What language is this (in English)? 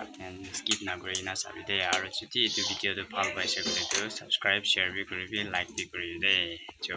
Naga Pidgin